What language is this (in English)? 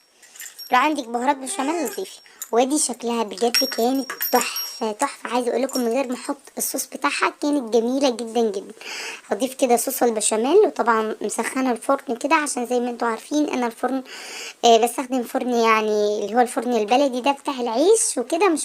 Egyptian Arabic